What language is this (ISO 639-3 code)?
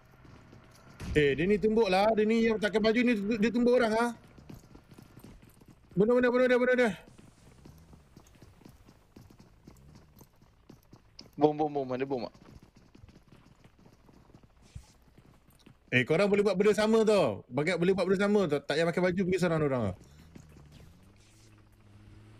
msa